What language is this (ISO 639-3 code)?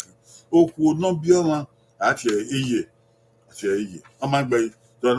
bin